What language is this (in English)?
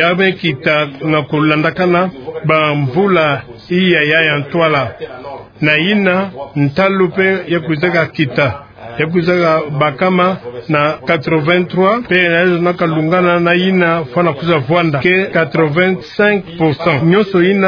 Kituba (Democratic Republic of Congo)